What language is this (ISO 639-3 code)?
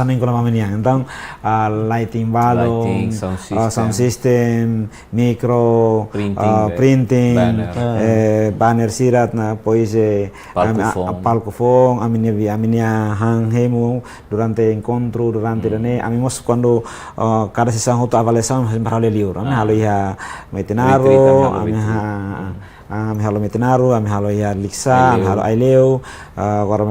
tet